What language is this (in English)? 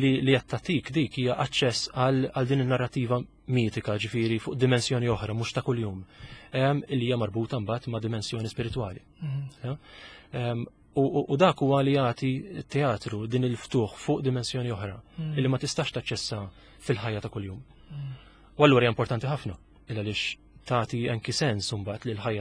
Maltese